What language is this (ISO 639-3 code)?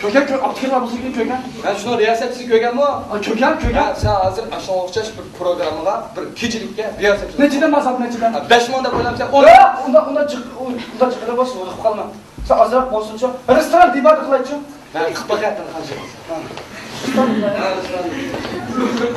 uig